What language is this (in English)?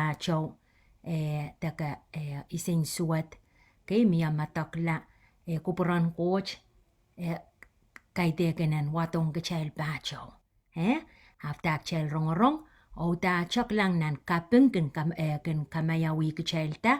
Pohnpeian